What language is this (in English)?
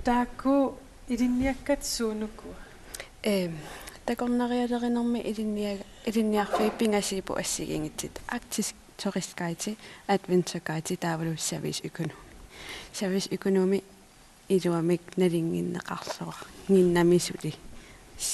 Kalaallisut